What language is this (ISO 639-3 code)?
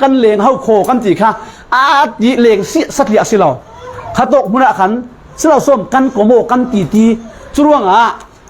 cfm